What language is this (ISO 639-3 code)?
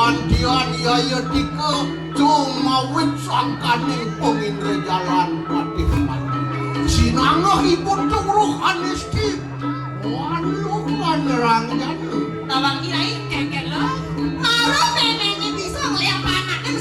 ban